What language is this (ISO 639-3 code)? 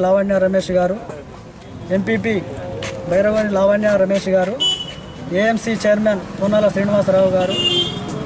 tel